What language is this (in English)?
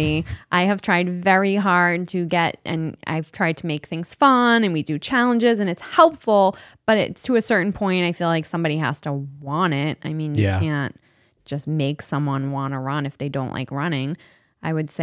English